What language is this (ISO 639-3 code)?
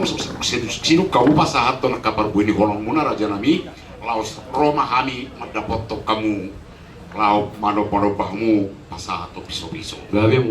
bbc